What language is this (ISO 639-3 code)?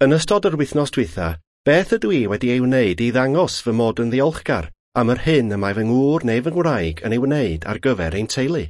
cym